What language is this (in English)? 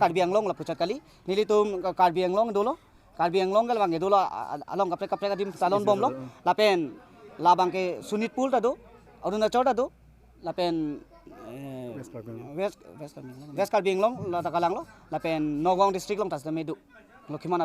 Karbi